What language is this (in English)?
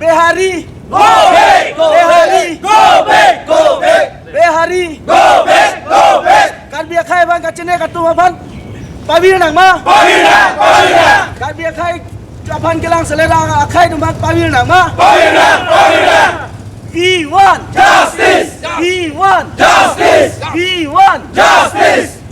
Karbi